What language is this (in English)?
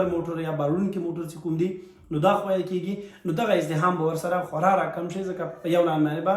Pashto